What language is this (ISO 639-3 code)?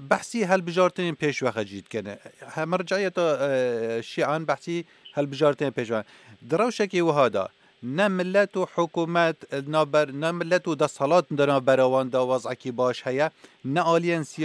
kur